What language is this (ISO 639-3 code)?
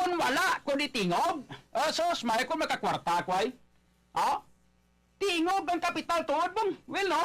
hil